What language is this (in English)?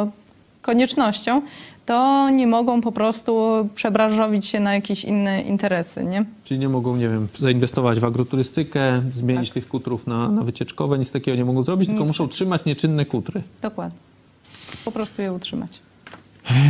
Polish